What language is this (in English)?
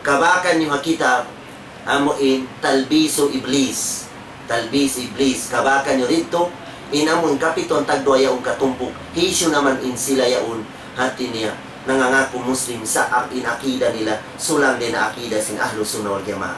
Tausug